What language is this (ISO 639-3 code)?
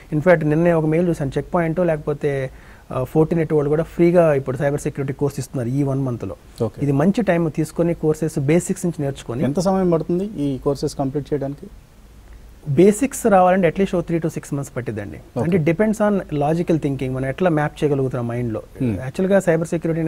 tel